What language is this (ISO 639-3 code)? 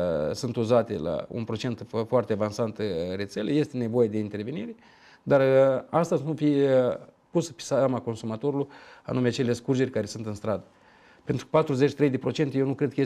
ron